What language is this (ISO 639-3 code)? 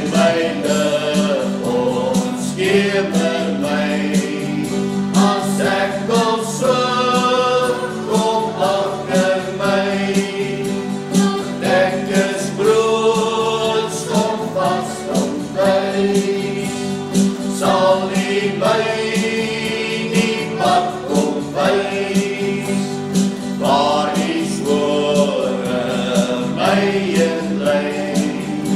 afr